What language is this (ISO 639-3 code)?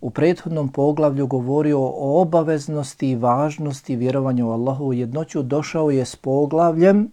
bos